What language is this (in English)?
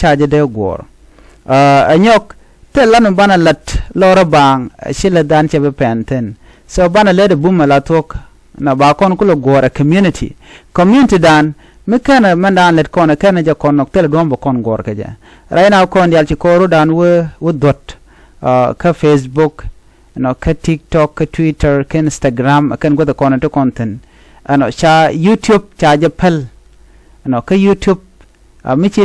Nuer